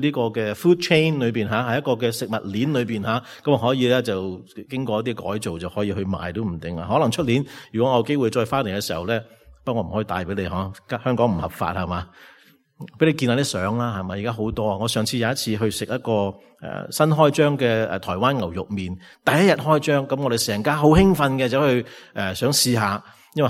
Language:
Cantonese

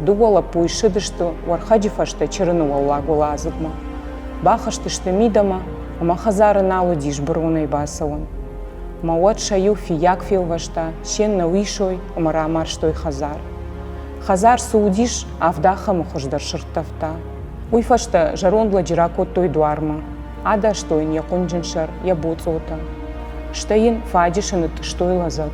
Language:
Ossetic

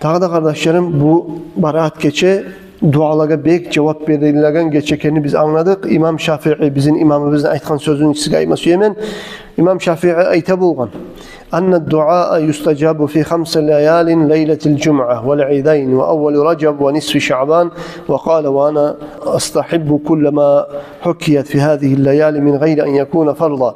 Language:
Kumyk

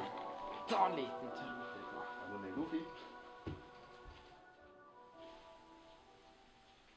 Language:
Norwegian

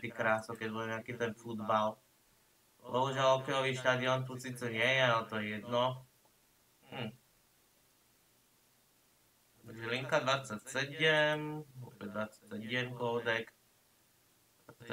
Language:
Slovak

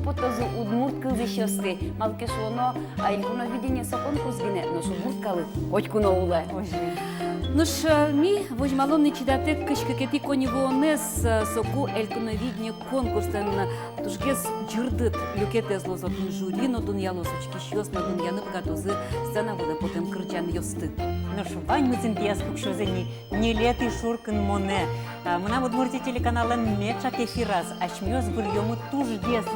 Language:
Udmurt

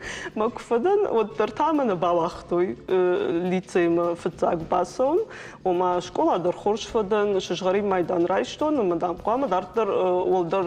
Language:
Ossetic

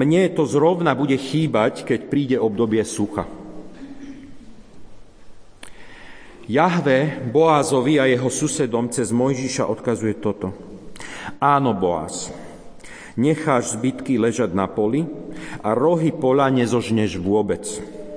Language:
Slovak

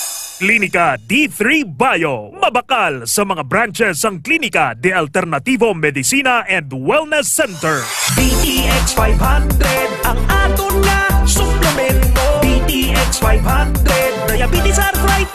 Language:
Hiligaynon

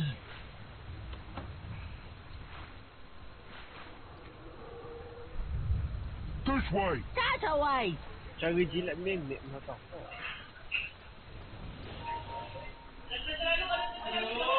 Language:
Malay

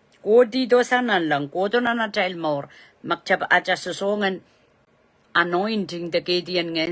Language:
Pohnpeian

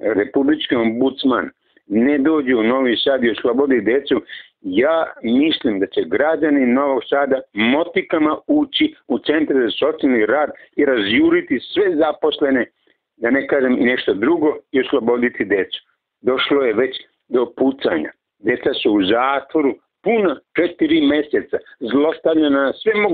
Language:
Serbian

